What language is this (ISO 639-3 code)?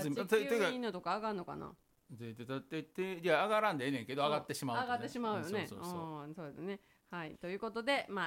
jpn